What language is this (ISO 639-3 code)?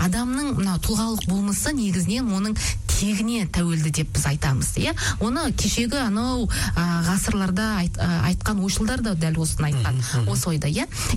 kaz